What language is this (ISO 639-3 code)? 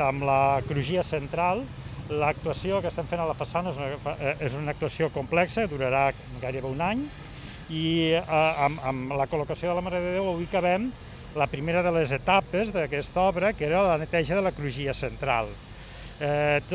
cat